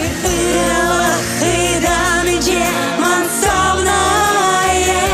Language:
Chuvash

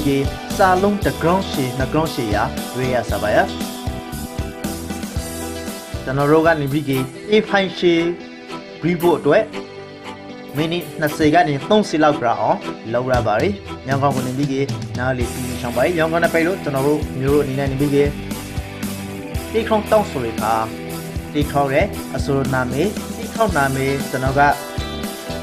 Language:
Burmese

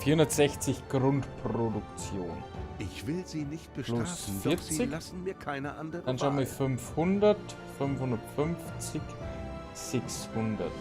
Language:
Bavarian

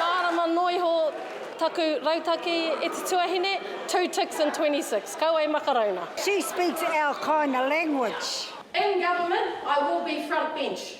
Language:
Māori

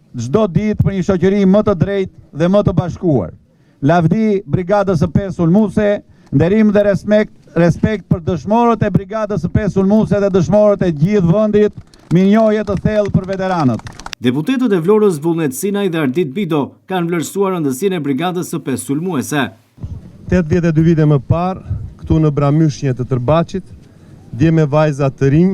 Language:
Albanian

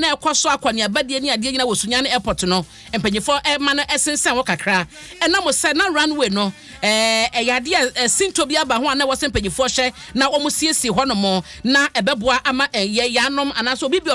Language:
Akan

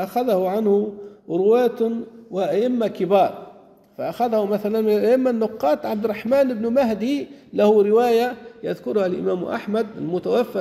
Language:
Arabic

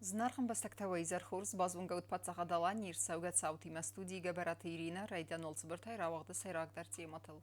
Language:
Ossetic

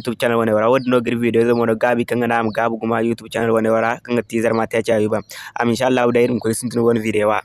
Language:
Zarma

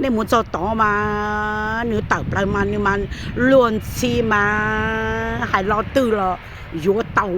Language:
Hmong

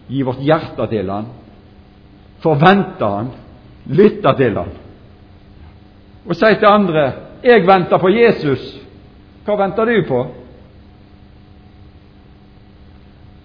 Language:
Norwegian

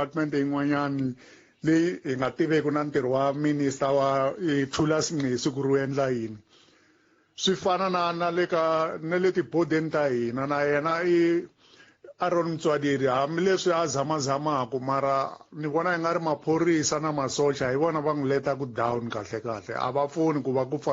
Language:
Tsonga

